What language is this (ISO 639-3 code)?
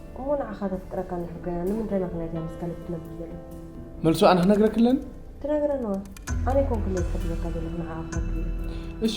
tir